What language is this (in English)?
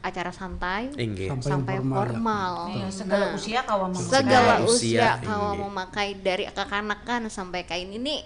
Banjar